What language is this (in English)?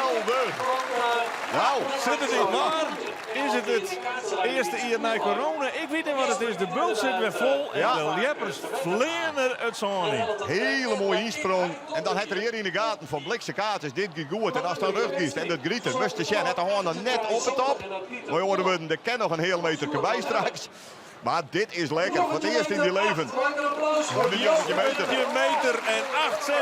Western Frisian